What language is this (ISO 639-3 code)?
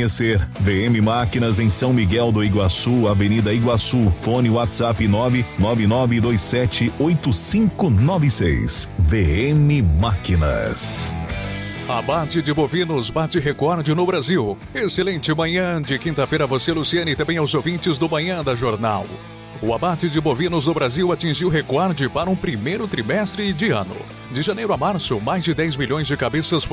por